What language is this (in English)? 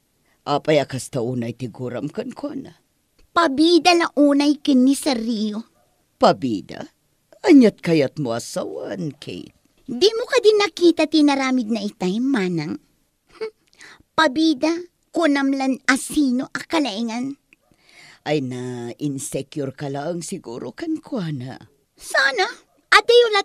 Iloko